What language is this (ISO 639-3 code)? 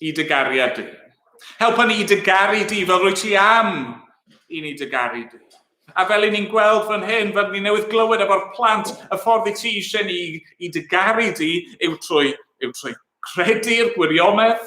cym